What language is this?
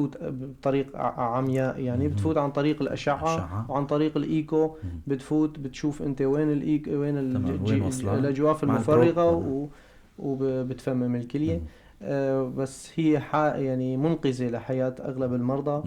North Levantine Arabic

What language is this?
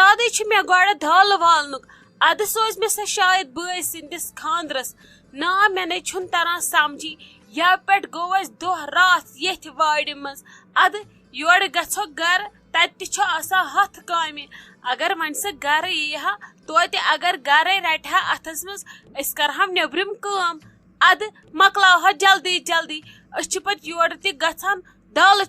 Kashmiri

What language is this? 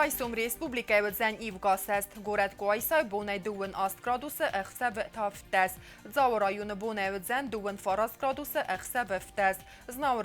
Ossetic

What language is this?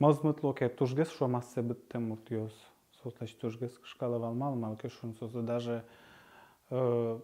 Udmurt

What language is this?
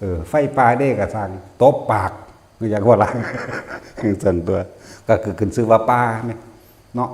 Northeastern Thai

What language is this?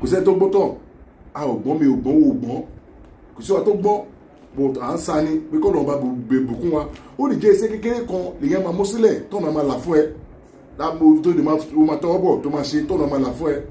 Yoruba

